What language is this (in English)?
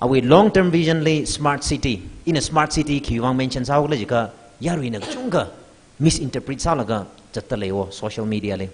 Tangkhul Naga (India)